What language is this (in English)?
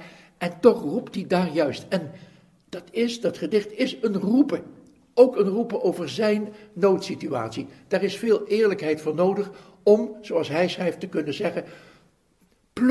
Dutch